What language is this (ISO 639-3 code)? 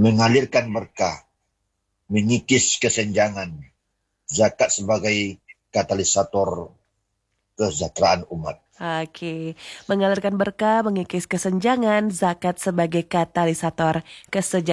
ind